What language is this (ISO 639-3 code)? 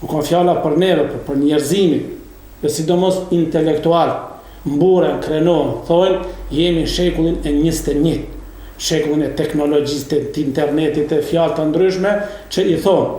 sqi